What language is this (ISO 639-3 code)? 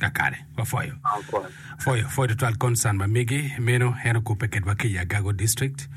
ach